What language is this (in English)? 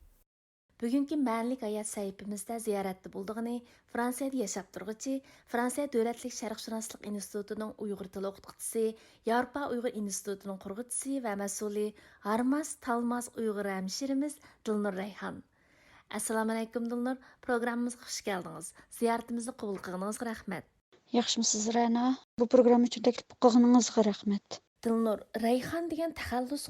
Uyghur